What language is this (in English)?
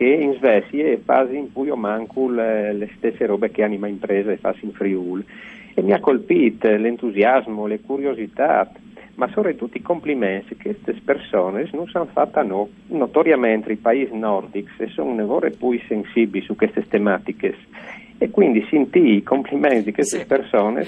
Friulian